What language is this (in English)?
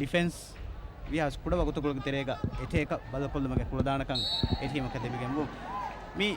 Divehi